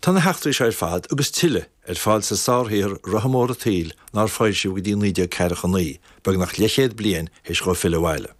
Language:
Irish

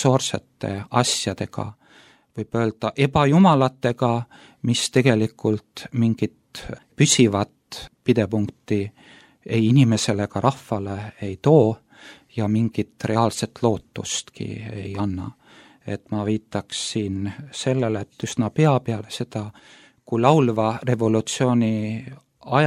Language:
Estonian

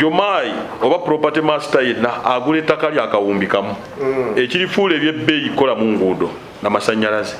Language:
Ganda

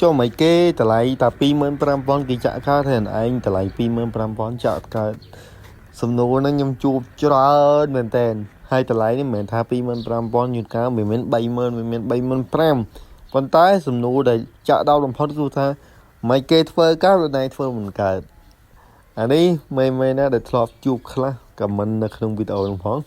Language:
Khmer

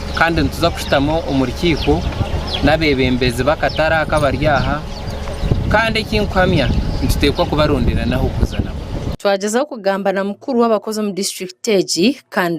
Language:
Nyankole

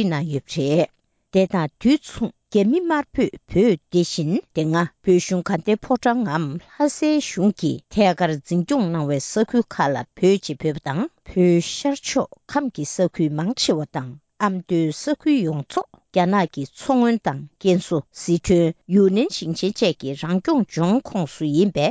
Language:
Tibetan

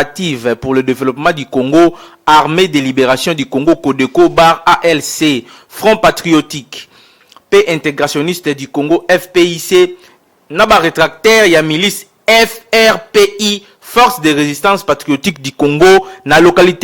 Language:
Lingala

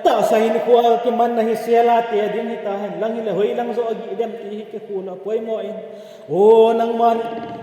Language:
Thado Chin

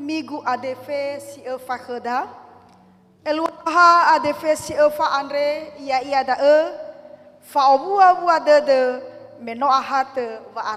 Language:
Nias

